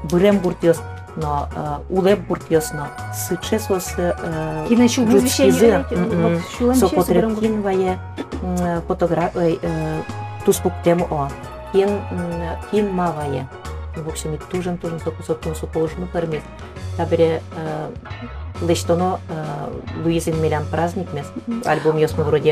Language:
Udmurt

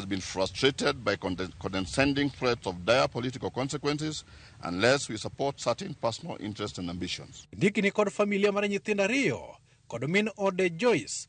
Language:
Luo (Kenya and Tanzania)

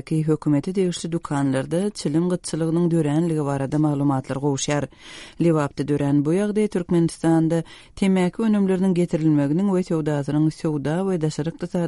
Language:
Turkmen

